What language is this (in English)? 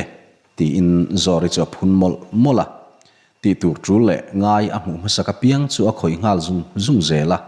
Mizo